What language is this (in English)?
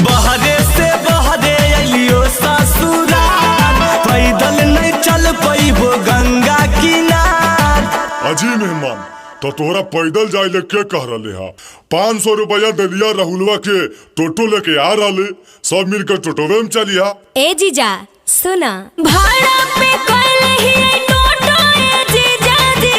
Magahi